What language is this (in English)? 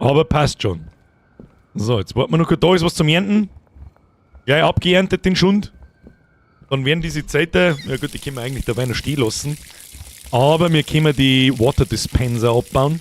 Bavarian